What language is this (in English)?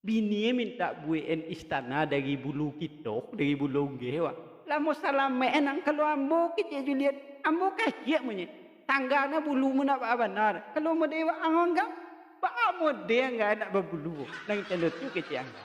Minangkabau